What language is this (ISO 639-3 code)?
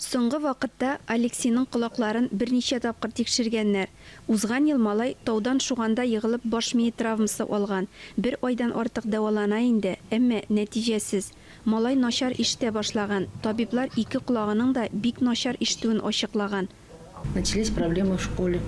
tat